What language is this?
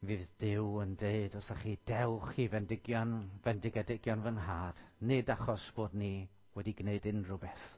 Welsh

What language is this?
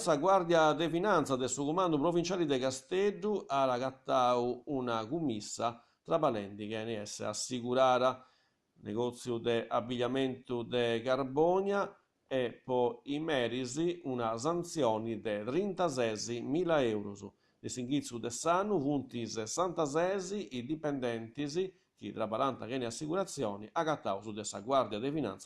Sardinian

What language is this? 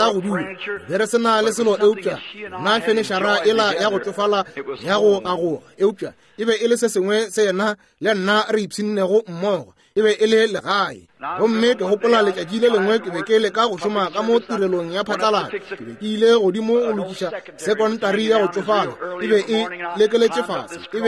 Northern Sotho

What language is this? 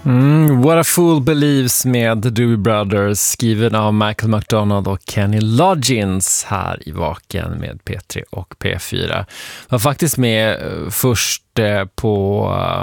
Swedish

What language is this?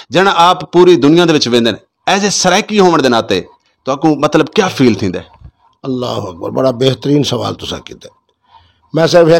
Saraiki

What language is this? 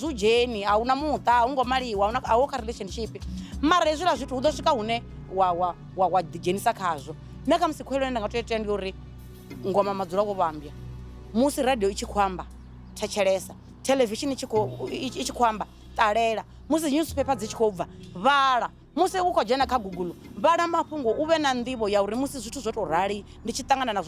Venda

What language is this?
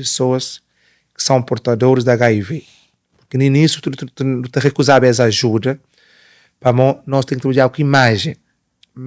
Kabuverdianu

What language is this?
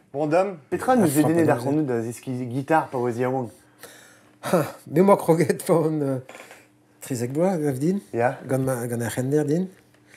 Breton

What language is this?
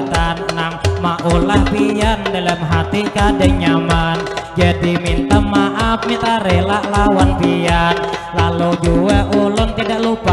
Banjar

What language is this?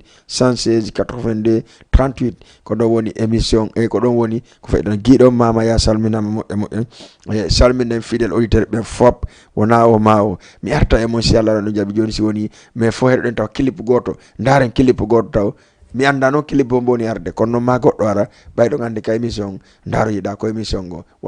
Fula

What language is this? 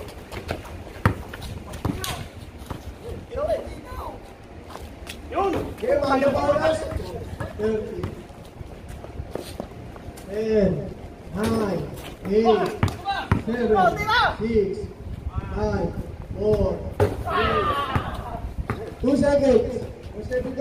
Filipino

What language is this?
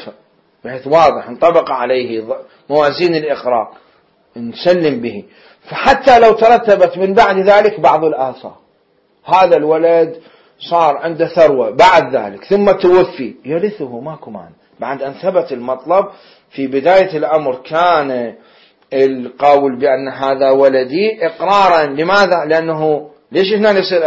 Mesopotamian Arabic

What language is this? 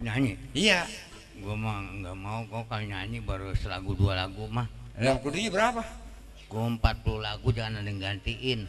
Betawi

